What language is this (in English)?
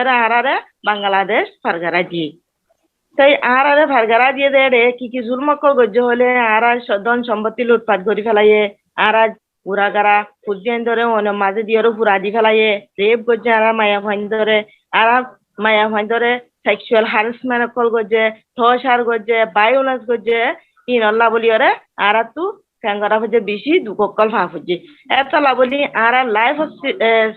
Rohingya